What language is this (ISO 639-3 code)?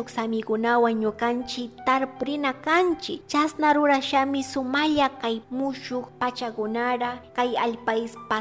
qug